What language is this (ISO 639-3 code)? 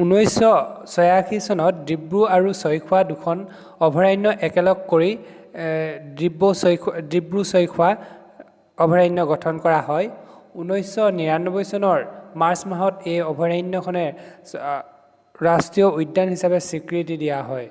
asm